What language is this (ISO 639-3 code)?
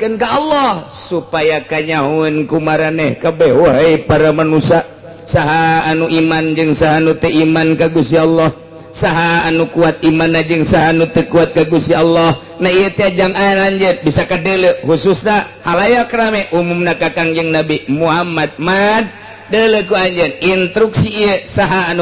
sun